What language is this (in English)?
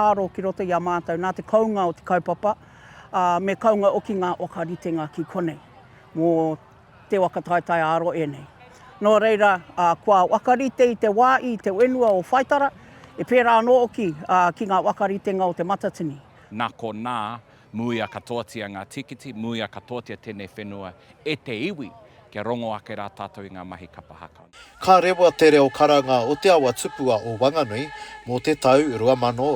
Māori